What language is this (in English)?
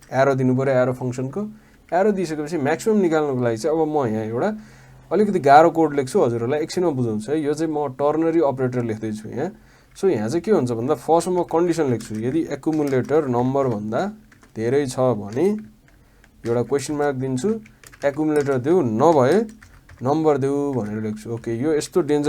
Nepali